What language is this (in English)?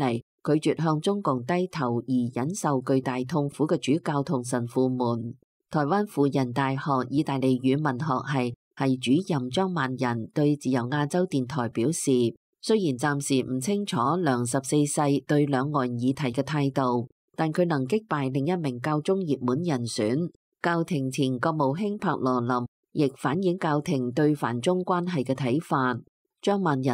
Cantonese